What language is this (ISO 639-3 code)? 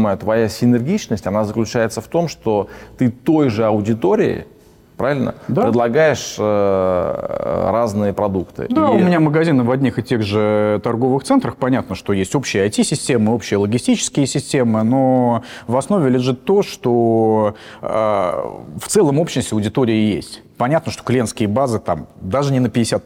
rus